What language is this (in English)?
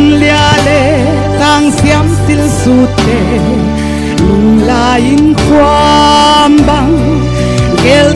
Paite Chin